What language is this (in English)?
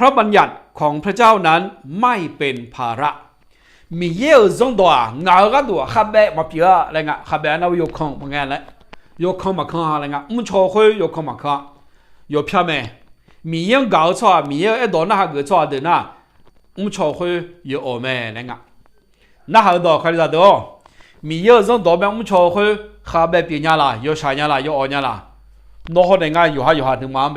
Akha